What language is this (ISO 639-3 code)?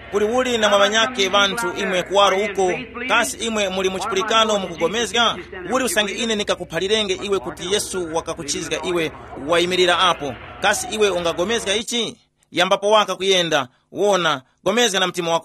tum